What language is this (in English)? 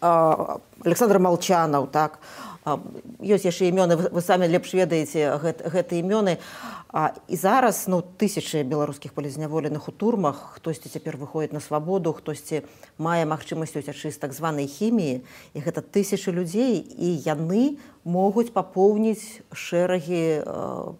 Belarusian